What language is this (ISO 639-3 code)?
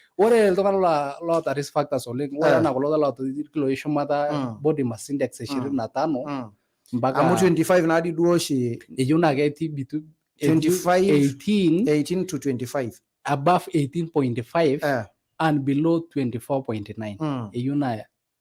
mas